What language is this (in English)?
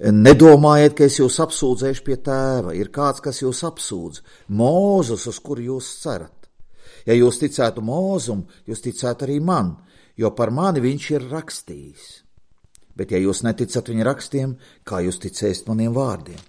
Latvian